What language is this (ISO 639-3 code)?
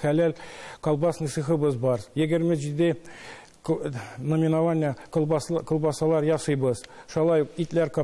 tat